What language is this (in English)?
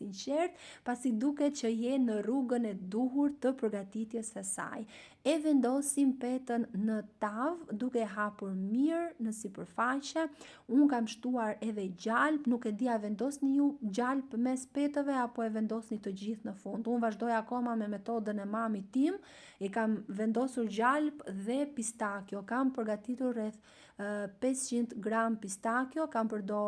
Albanian